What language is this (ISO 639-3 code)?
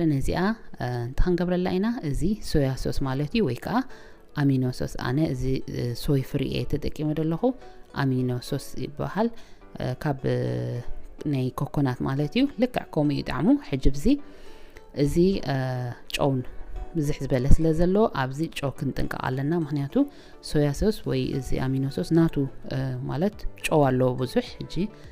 tir